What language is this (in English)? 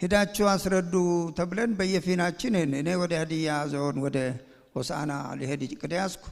Amharic